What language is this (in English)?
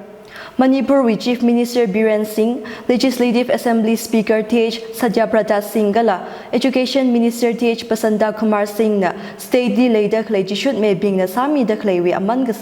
Tangkhul Naga (India)